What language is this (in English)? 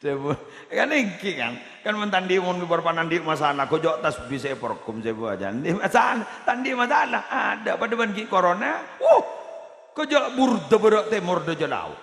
Madurese